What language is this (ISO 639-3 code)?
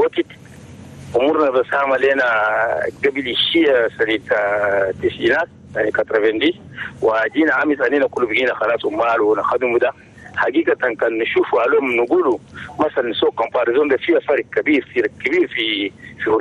shu